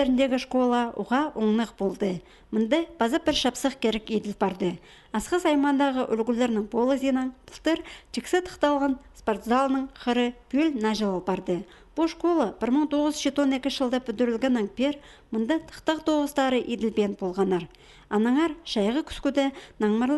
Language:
Khakas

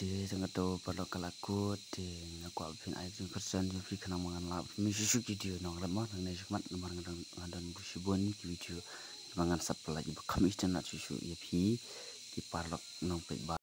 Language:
Khasi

